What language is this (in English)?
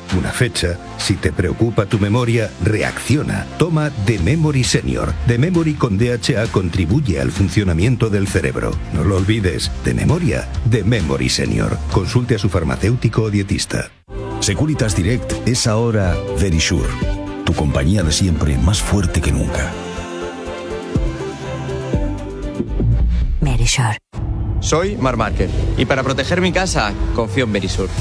Spanish